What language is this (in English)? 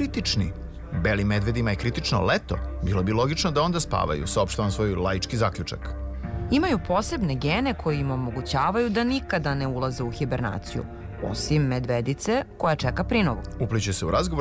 Serbian